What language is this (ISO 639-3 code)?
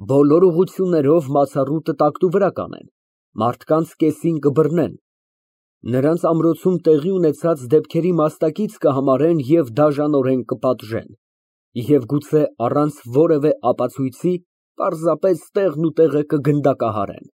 hye